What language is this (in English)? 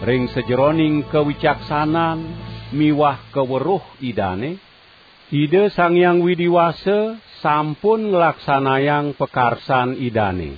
Balinese